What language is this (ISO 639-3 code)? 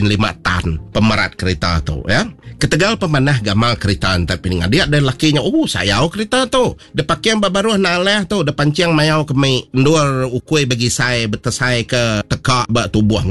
iba